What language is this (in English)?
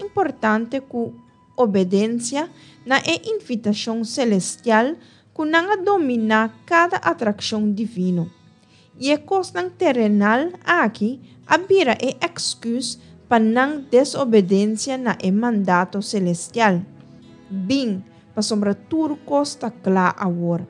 Papiamento